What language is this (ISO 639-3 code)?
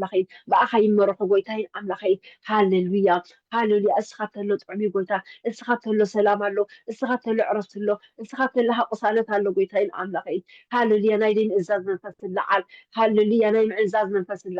tir